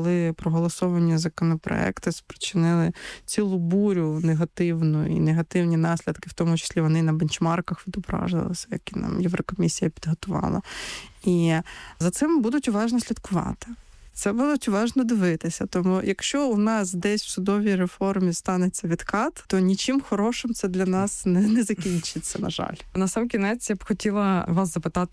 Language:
Ukrainian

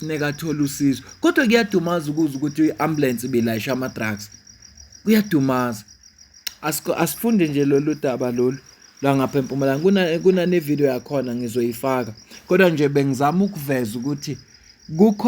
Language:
Zulu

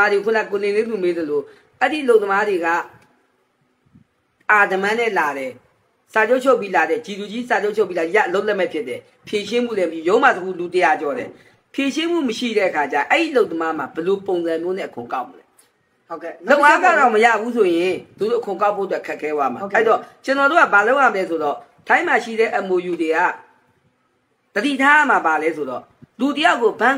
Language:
Burmese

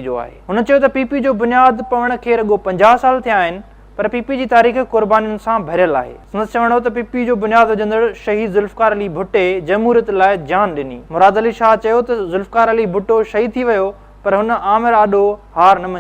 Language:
Sindhi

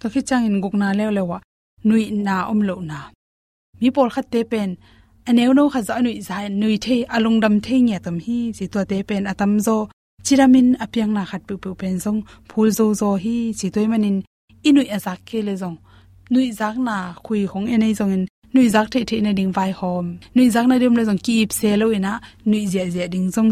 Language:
Tedim Chin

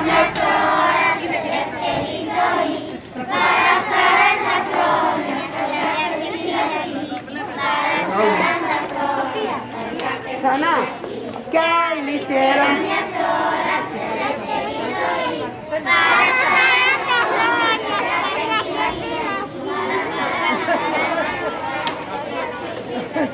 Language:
Greek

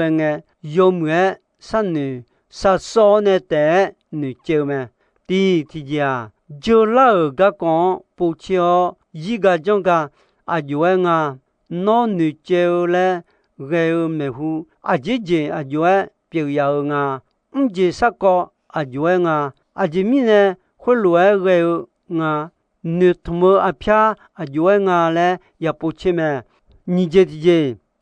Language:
Akha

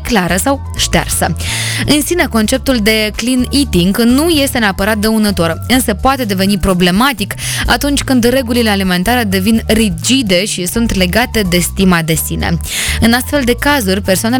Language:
Romanian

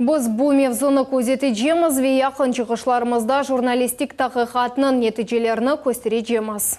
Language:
Crimean Tatar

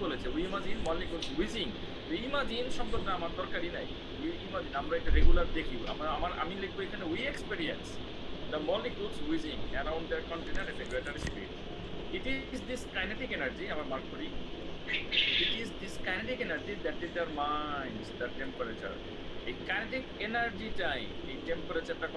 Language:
Bangla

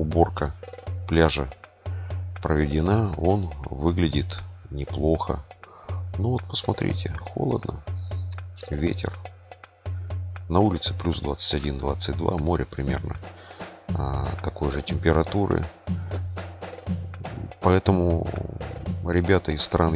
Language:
Russian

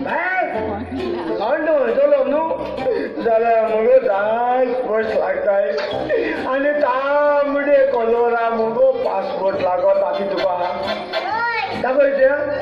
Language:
Konkani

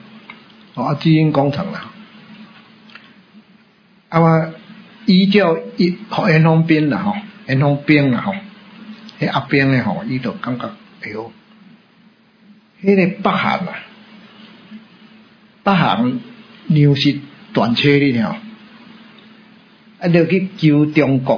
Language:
Min Nan Chinese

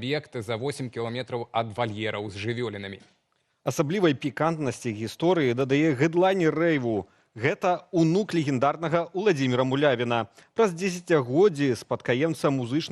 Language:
Belarusian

